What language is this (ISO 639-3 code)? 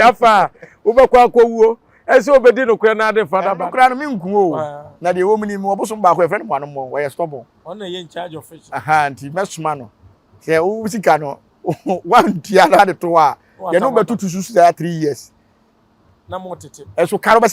aka